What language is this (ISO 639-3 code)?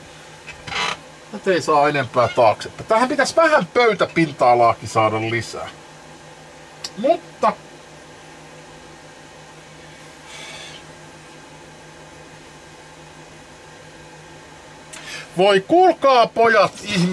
fin